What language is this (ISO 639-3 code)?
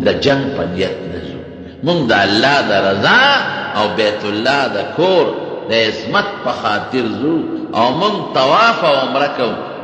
pus